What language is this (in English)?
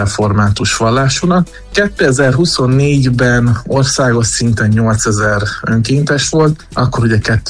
Hungarian